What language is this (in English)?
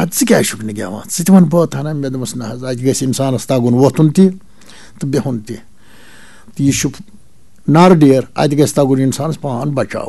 Kashmiri